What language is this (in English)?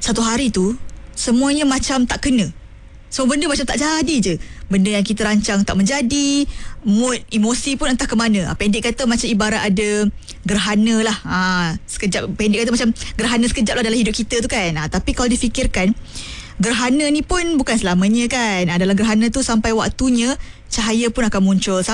Malay